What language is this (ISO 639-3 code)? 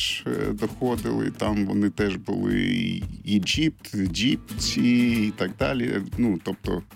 ukr